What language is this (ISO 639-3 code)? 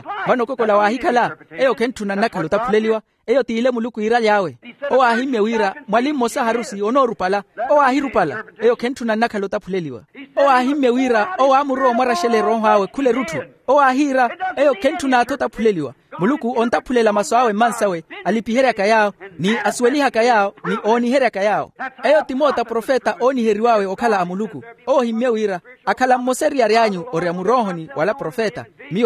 vmw